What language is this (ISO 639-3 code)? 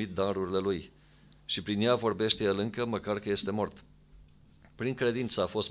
ron